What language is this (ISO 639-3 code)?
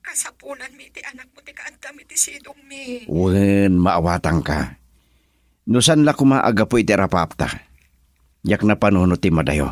ilo